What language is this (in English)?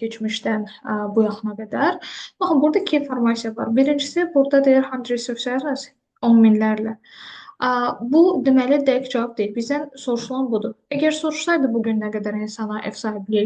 Azerbaijani